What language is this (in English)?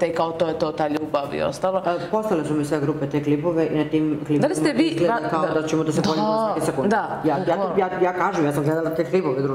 Serbian